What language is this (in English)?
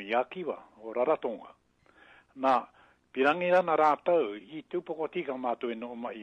Māori